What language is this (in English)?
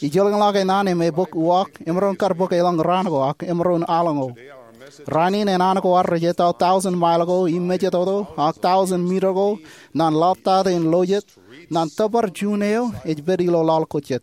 Marshallese